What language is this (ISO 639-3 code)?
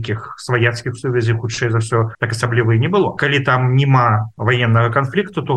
bel